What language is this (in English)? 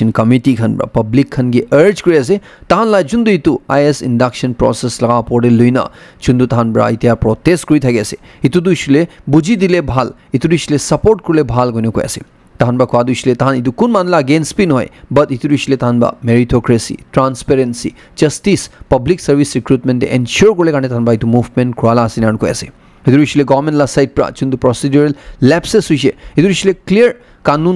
Naga Pidgin